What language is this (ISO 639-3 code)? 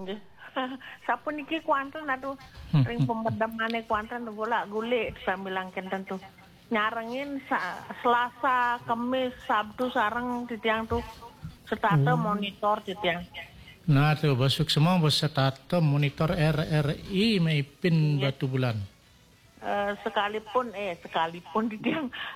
ban